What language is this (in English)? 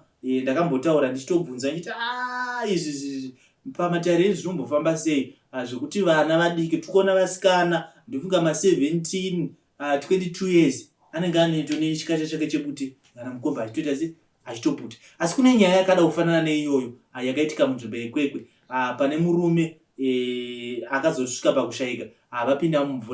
Shona